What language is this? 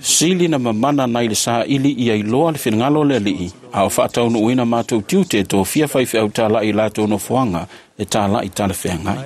Samoan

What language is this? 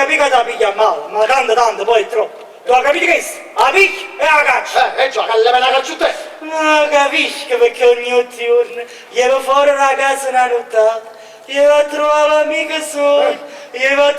Neapolitan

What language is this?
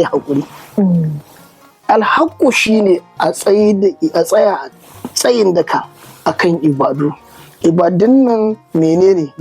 Hausa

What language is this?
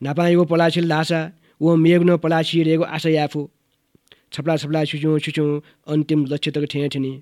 Newari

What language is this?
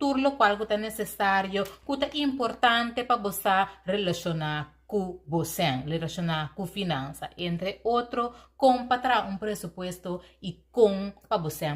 Papiamento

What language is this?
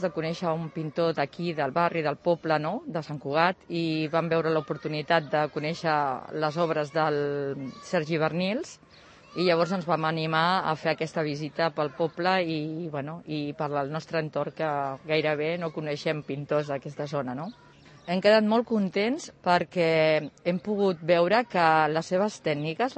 Catalan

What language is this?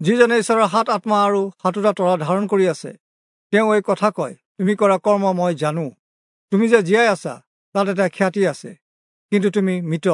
Assamese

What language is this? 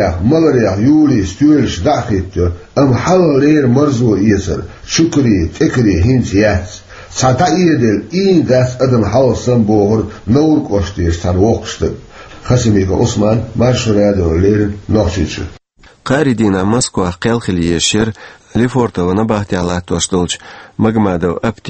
Chechen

